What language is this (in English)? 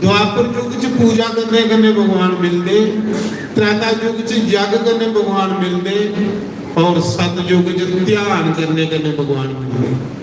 Dogri